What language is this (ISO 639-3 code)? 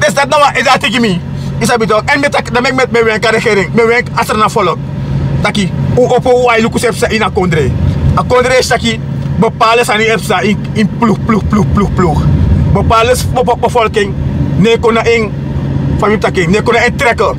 srn